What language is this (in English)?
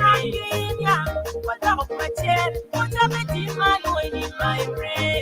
Acoli